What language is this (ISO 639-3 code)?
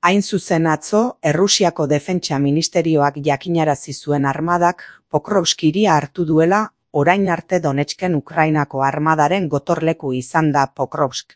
eus